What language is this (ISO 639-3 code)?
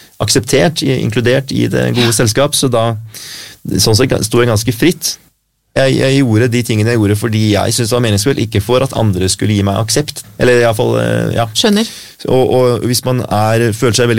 nor